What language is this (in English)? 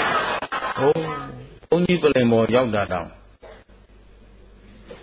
Burmese